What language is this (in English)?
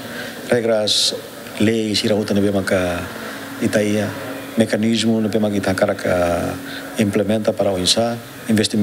Tetum